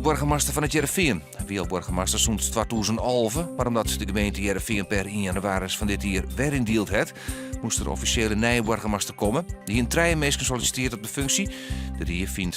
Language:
Western Frisian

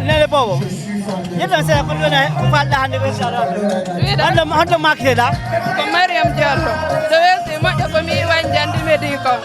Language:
Fula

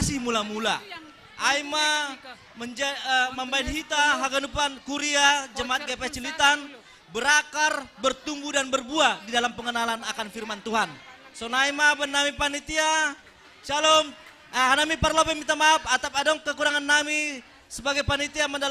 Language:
Batak Simalungun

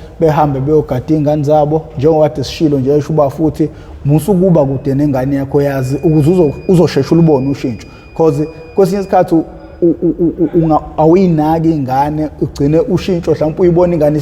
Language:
Zulu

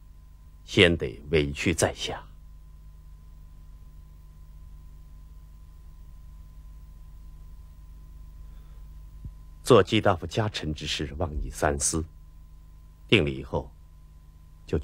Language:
Chinese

